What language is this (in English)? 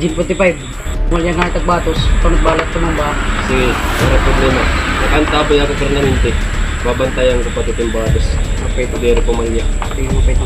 Waray